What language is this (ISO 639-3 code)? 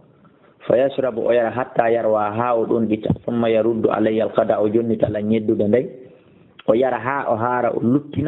ful